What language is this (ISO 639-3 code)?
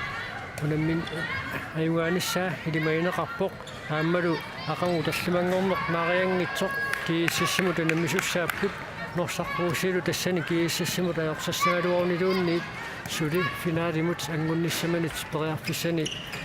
kal